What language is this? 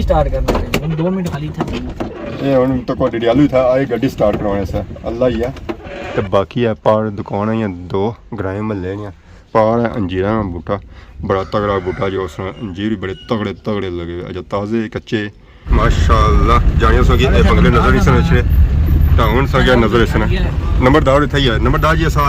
Pahari-Potwari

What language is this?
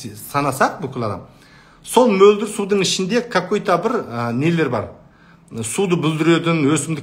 Kazakh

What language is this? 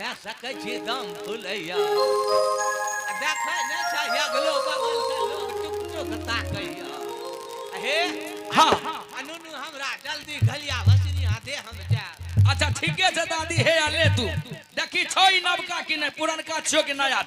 Angika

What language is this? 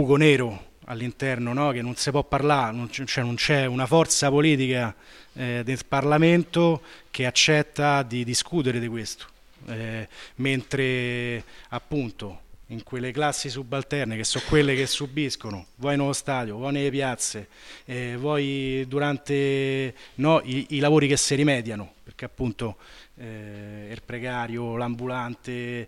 Italian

